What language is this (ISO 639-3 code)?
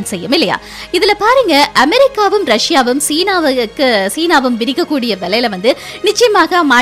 tam